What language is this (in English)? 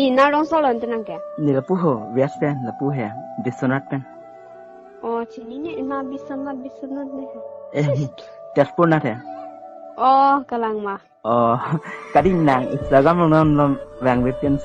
Karbi